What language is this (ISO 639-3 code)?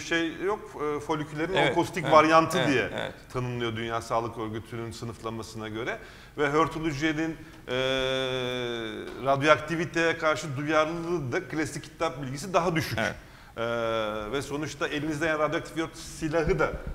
tur